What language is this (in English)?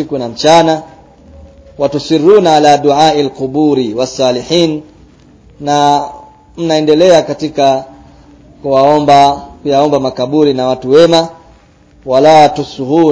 Swahili